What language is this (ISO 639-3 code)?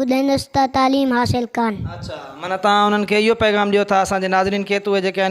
snd